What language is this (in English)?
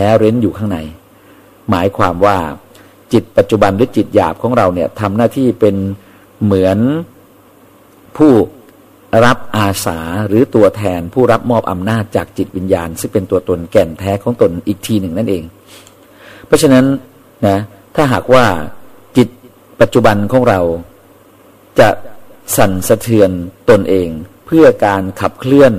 Thai